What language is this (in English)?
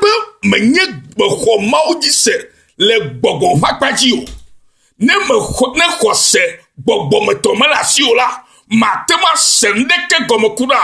Ewe